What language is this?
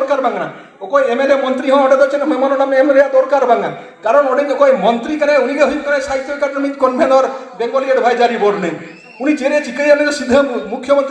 Santali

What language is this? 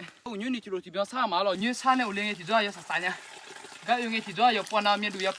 Akha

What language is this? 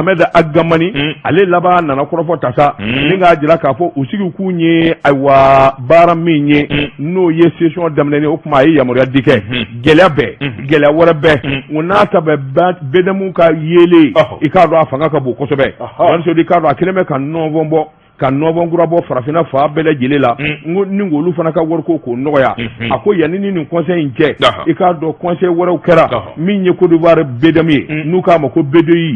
Bambara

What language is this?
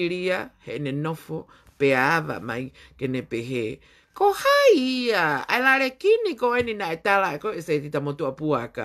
Tongan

